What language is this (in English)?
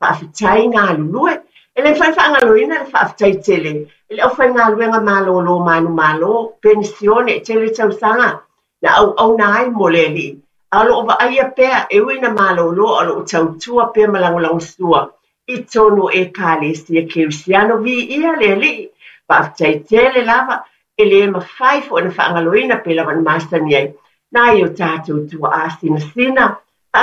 Samoan